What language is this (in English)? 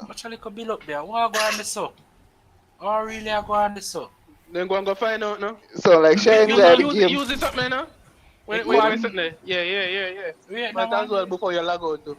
Jamaican Creole English